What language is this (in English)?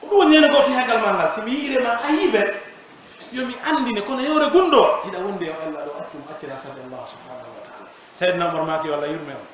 Pular